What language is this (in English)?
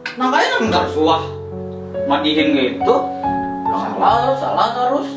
Banjar